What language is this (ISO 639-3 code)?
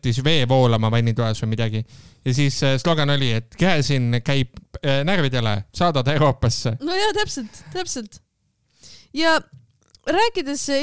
est